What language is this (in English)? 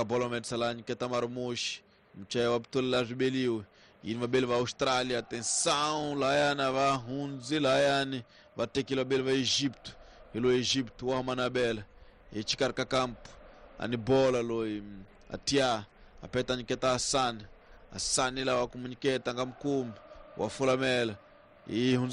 Tsonga